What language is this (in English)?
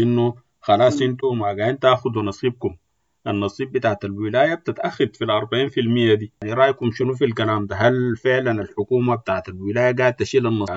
Sudanese Arabic